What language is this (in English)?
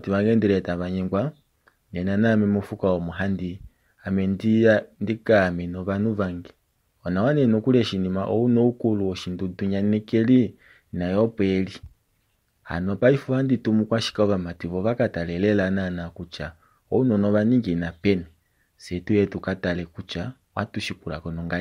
Kuanyama